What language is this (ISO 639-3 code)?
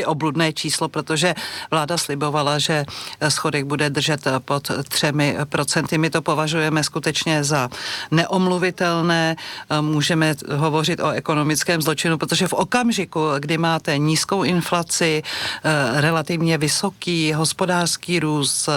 ces